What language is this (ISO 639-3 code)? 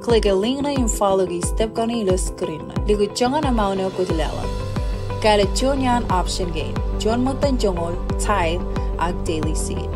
mah